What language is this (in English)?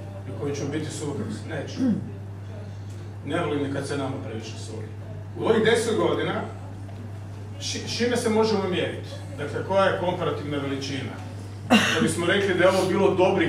Croatian